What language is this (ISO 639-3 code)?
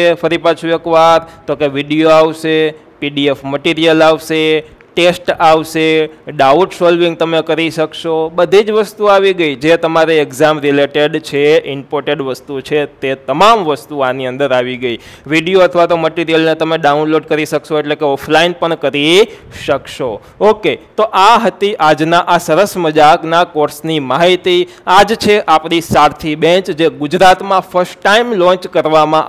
guj